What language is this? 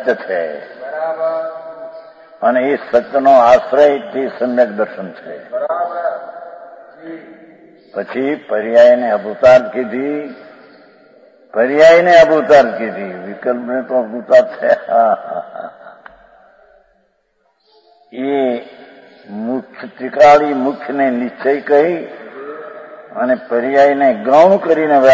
Gujarati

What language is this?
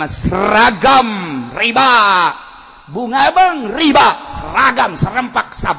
Sundanese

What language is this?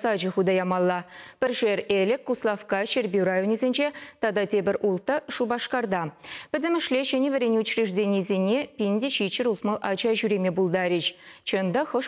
Chuvash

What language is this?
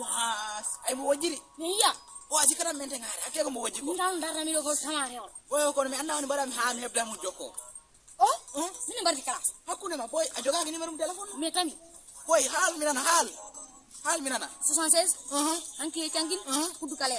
Fula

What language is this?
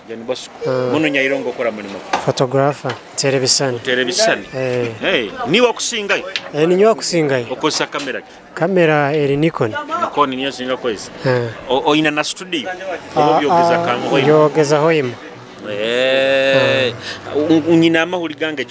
Nyoro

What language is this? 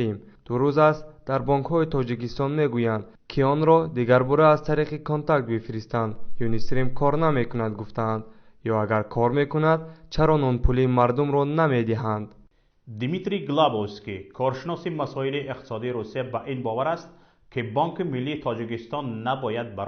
Tajik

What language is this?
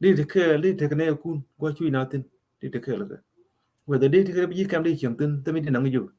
Nuer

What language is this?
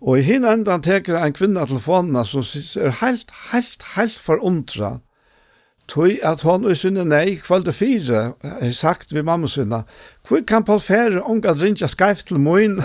Faroese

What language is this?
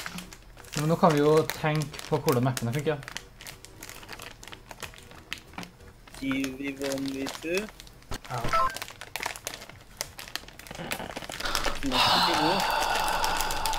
Norwegian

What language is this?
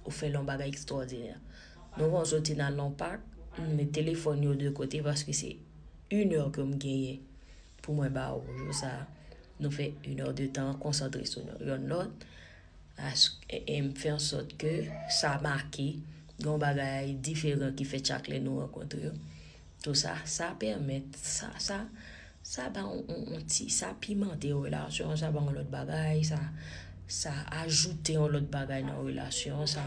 Haitian Creole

